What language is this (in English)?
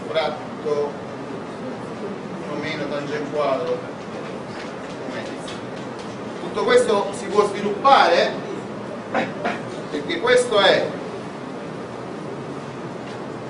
Italian